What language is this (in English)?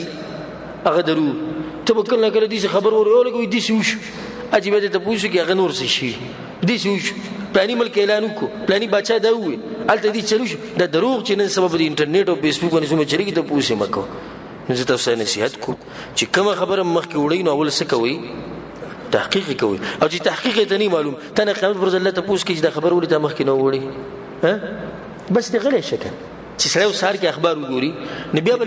Pashto